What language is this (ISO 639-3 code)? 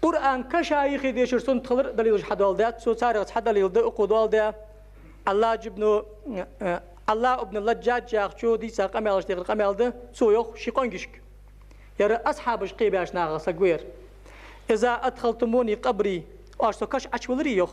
inh